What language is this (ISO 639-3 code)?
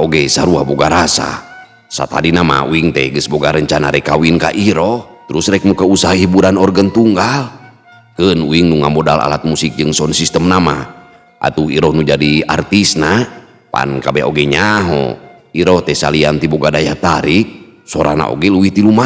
sun